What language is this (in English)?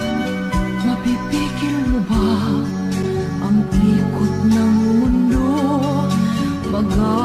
Filipino